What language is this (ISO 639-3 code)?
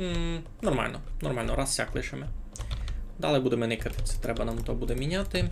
rue